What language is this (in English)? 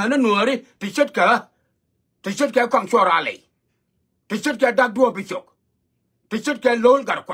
Nuer